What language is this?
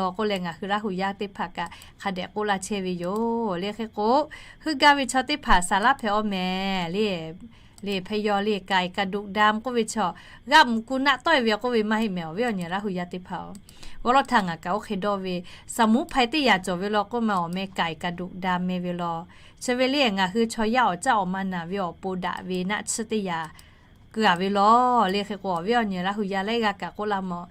Lahu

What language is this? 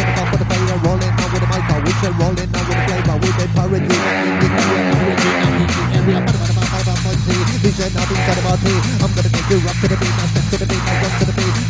Basque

